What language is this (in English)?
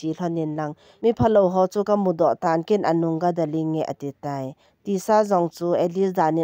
Thado Chin